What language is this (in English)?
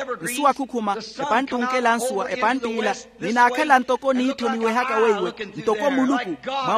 Makhuwa